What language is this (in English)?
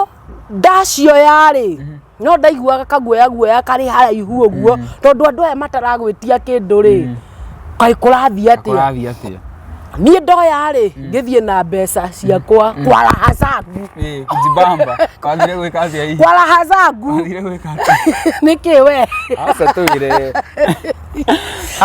Kikuyu